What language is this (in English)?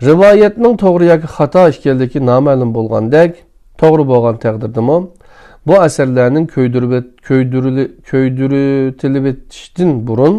Uyghur